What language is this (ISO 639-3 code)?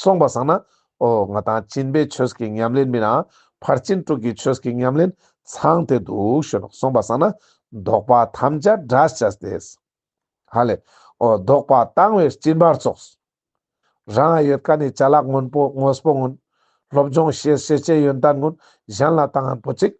lbj